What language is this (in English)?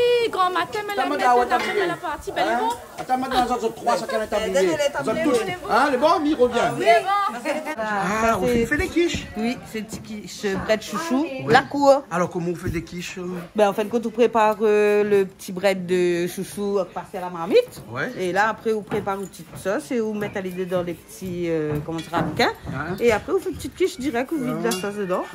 Réunion Creole French